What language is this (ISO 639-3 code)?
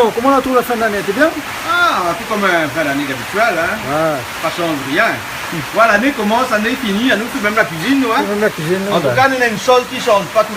rcf